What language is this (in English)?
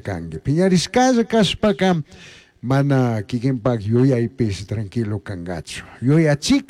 Chimborazo Highland Quichua